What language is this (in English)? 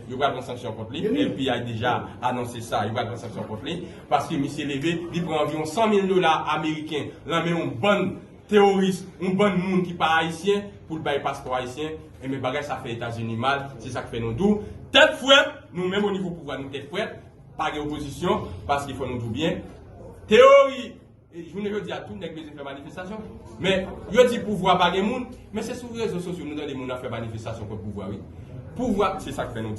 Haitian Creole